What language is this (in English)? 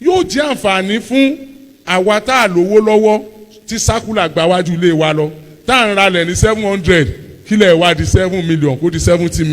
Yoruba